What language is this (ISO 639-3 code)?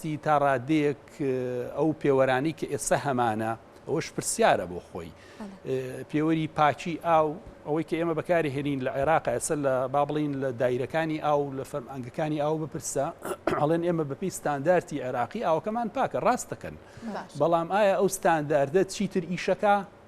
ckb